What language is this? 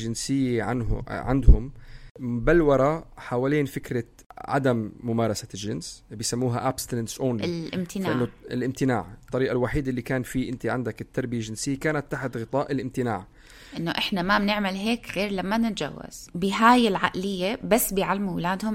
North Levantine Arabic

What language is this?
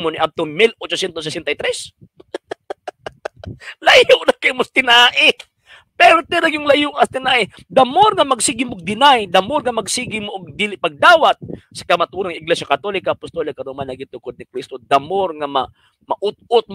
Cebuano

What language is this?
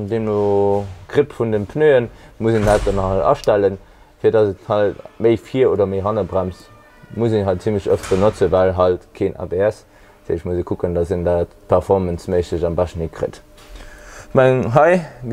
Luxembourgish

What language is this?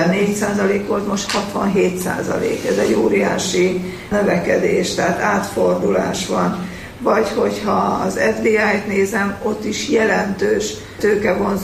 Hungarian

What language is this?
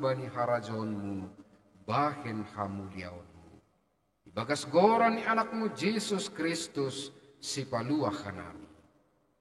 Batak Simalungun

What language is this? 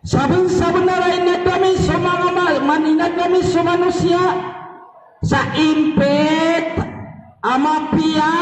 Maranao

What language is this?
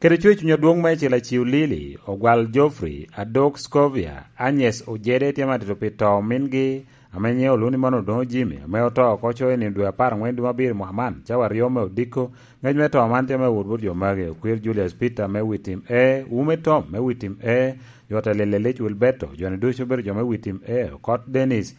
Lango (Uganda)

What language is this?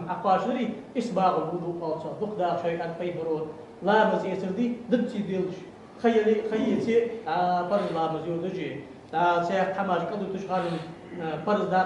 Ingush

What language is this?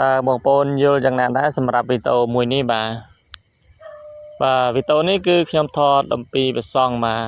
Khmer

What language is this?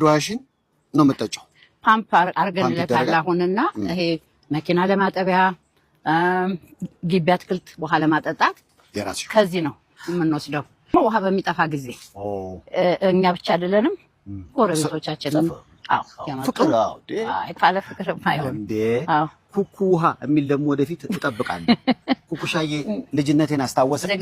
Amharic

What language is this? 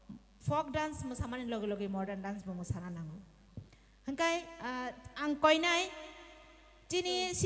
Kok Borok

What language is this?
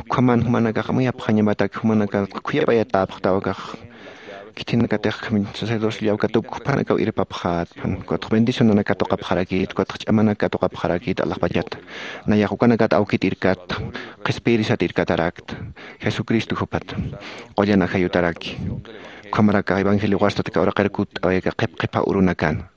Aymara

